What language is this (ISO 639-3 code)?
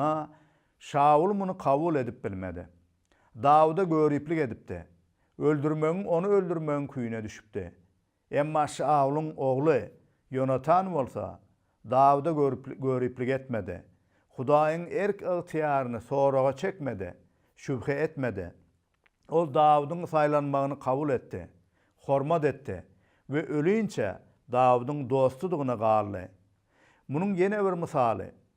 tuk